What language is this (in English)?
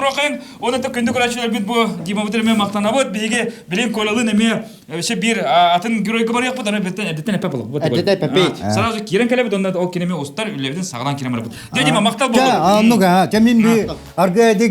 Yakut